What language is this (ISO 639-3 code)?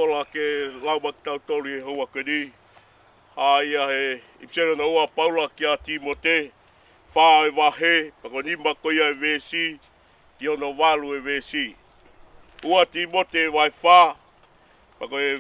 ton